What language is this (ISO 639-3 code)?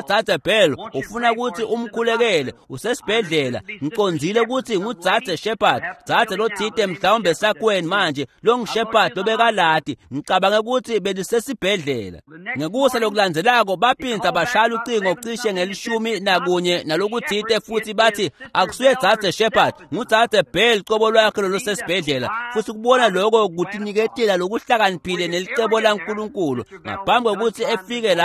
ssw